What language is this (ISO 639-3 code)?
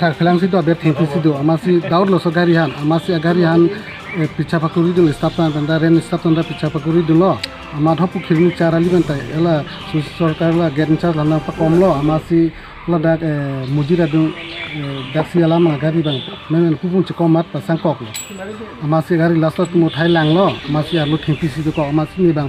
mjw